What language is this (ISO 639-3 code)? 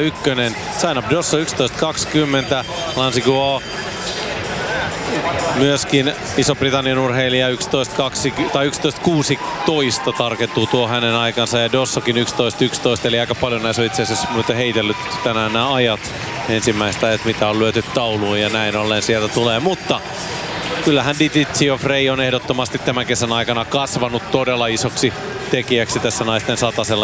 fin